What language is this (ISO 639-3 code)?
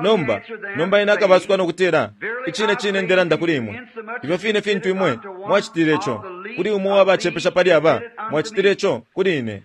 bem